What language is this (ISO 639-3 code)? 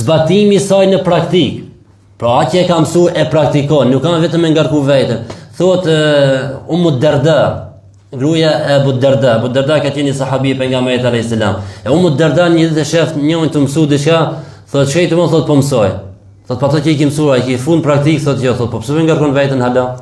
sqi